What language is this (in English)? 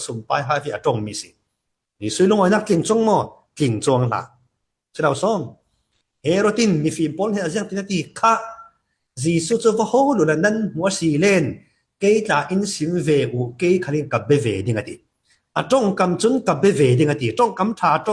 Falam Chin